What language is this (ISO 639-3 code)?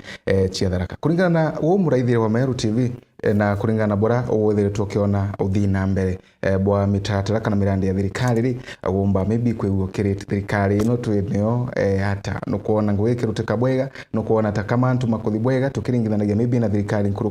mer